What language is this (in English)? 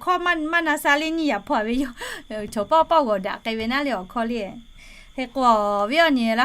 Lahu